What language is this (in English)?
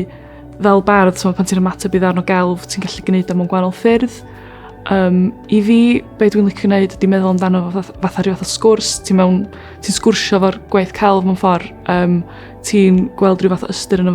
Welsh